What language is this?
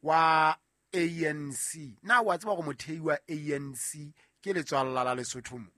Southern Sotho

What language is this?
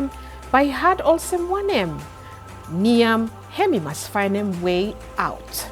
Bislama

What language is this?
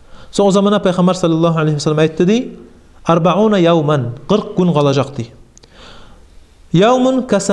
Kumyk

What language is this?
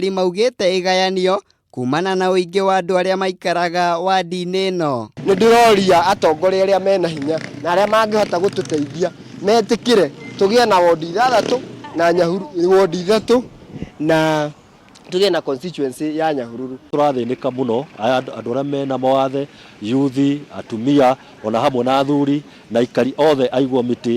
Kikuyu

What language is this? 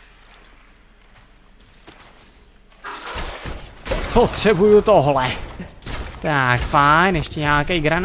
Czech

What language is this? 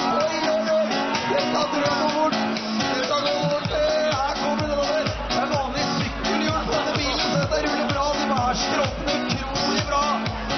Norwegian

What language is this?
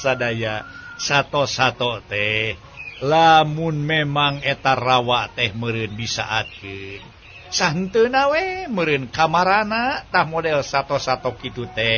Sundanese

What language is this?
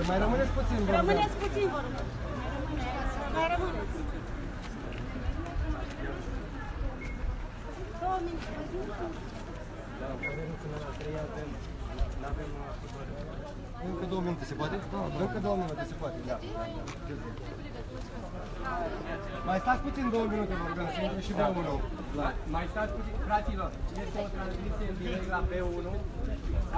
Romanian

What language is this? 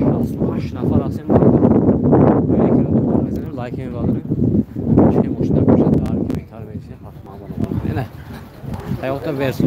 Tajik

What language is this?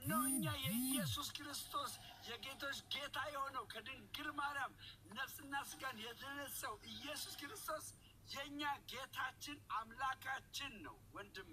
Amharic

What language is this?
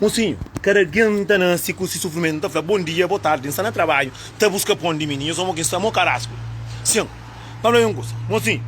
Kabuverdianu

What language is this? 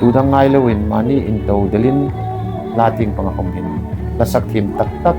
Hmar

